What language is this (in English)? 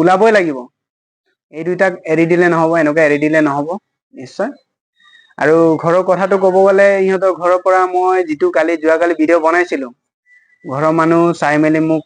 Assamese